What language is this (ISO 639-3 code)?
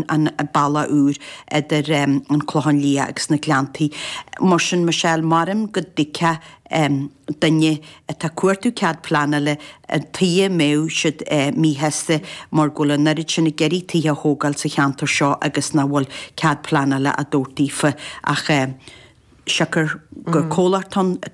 gle